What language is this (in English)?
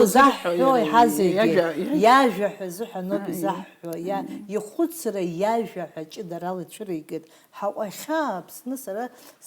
Abkhazian